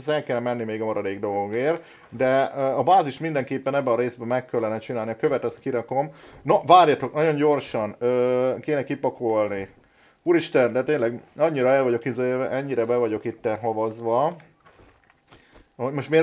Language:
Hungarian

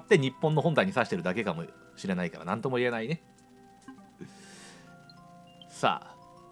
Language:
Japanese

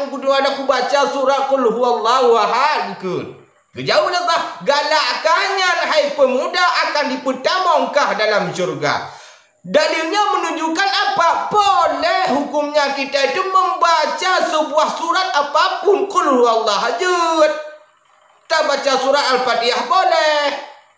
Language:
Achinese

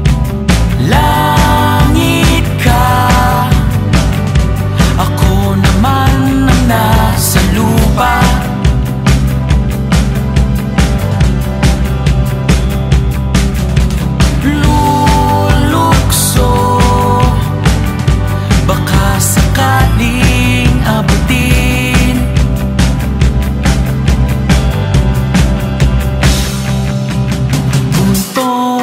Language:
Filipino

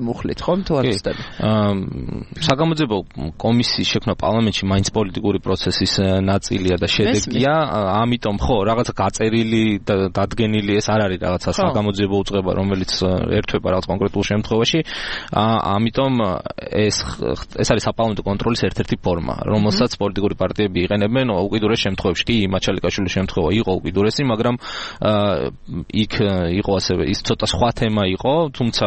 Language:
Georgian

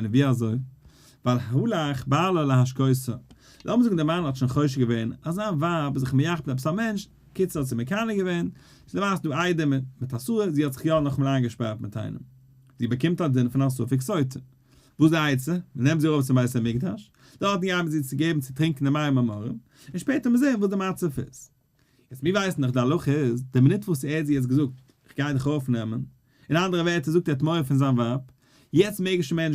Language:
Yiddish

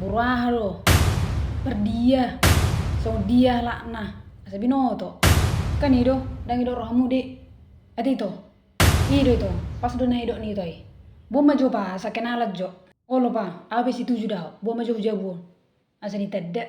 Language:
Batak Toba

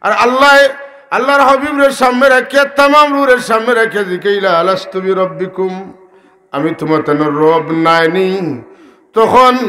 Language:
Sylheti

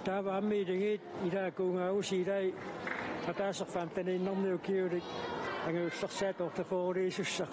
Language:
Kalaallisut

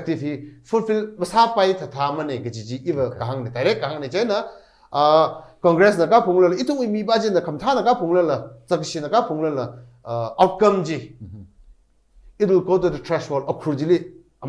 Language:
Tangkhul Naga (India)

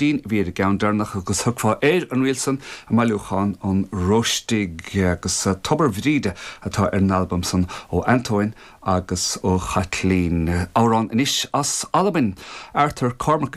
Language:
Irish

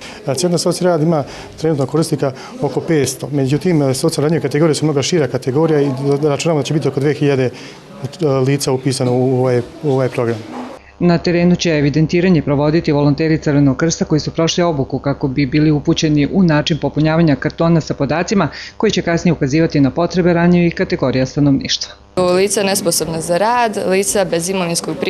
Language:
Bosnian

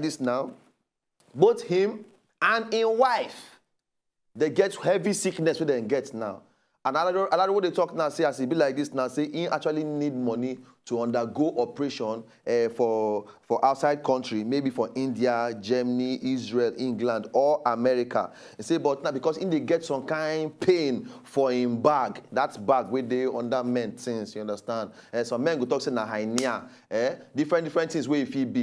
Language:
Nigerian Pidgin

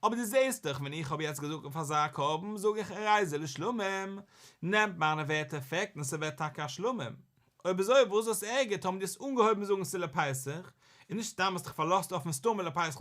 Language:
Yiddish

